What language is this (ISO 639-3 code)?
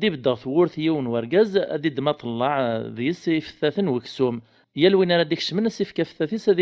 kab